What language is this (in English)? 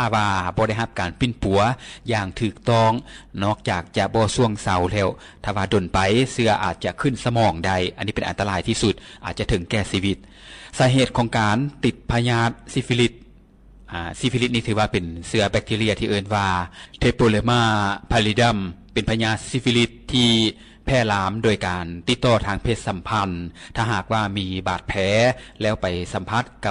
Lao